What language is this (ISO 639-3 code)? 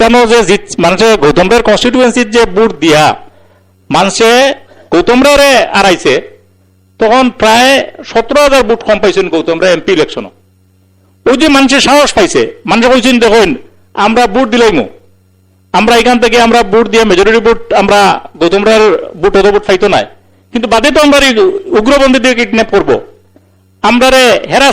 syl